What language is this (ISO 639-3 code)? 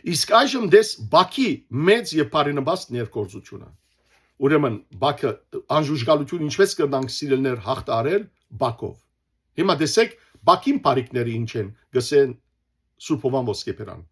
hyw